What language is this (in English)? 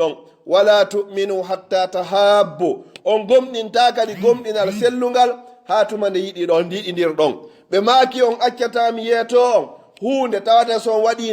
Pular